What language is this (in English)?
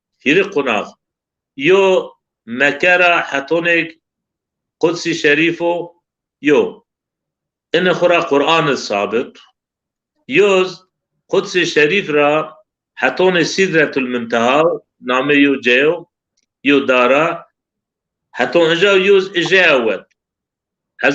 Zaza